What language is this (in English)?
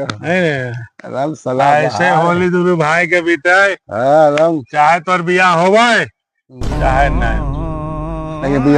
Magahi